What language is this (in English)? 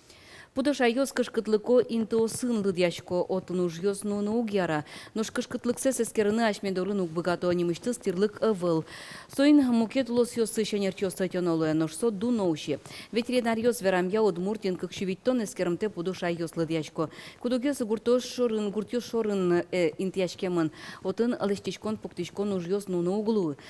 Udmurt